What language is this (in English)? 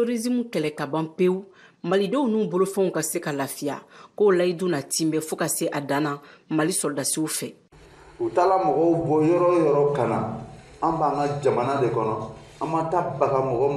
Bambara